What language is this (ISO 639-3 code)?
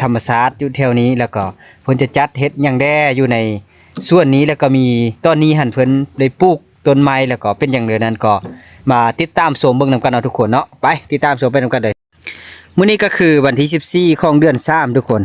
lao